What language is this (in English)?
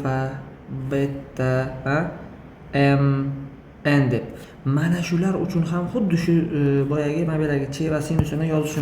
Uzbek